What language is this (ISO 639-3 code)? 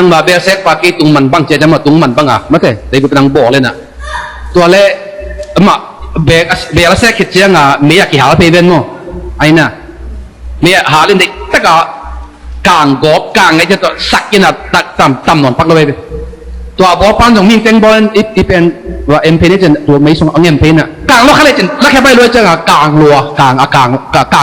ctd